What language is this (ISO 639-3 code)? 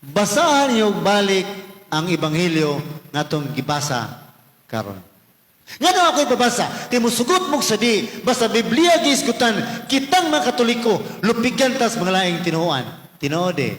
ceb